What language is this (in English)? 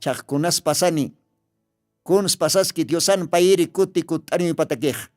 Aymara